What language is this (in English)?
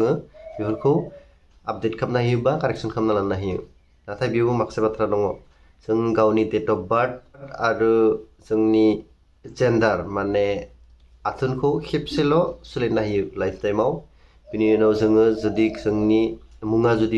Bodo